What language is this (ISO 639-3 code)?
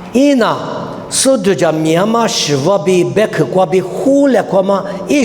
lis